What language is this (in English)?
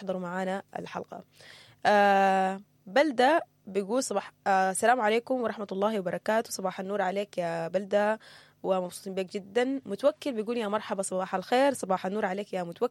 Sudanese Arabic